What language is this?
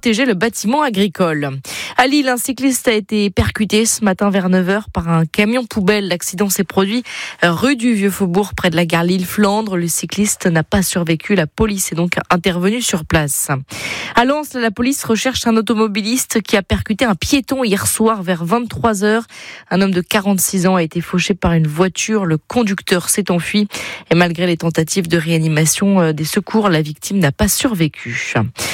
French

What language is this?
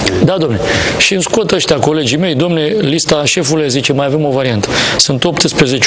Romanian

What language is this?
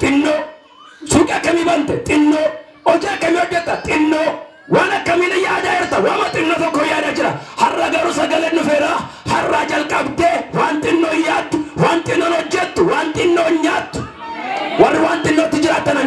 Oromo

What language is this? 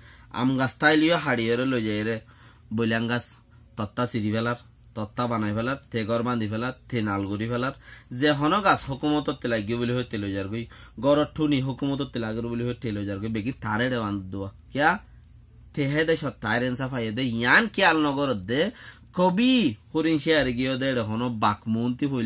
Rohingya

